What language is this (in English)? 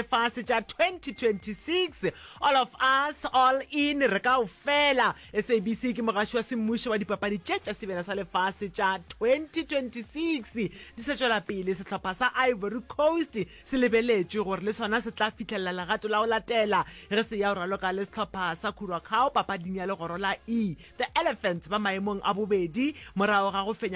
Northern Sotho